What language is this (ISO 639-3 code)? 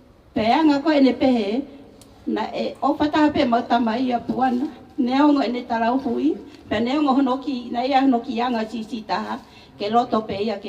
ton